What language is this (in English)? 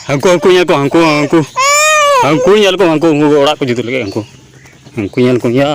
Santali